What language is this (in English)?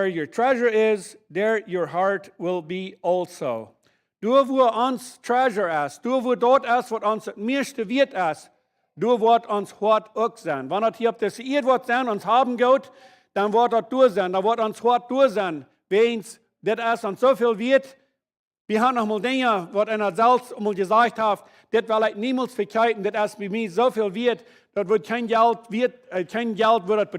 Plautdietsch